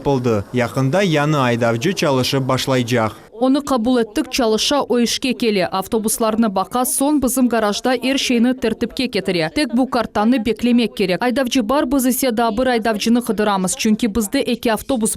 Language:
Crimean Tatar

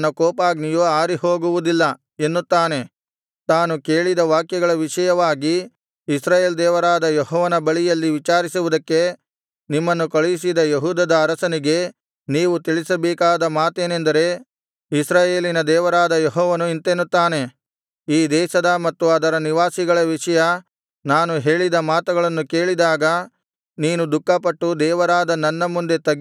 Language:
Kannada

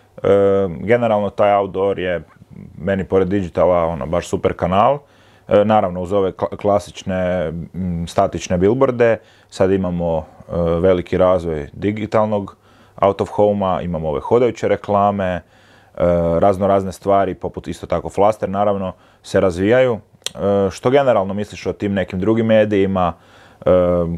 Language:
Croatian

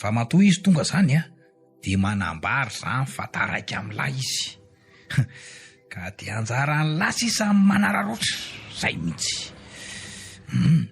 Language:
Malagasy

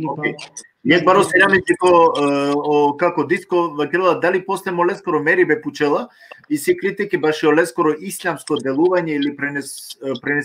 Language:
Balkan Romani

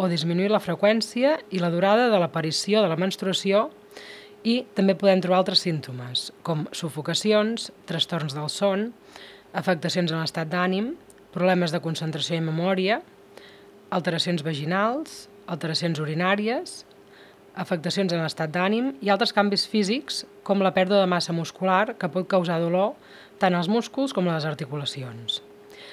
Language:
Catalan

